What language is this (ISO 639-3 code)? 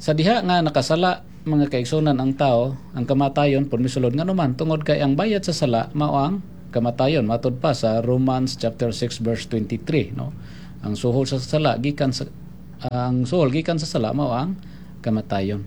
ceb